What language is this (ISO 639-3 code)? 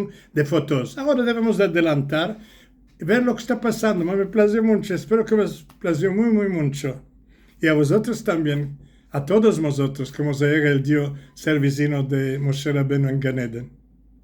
lad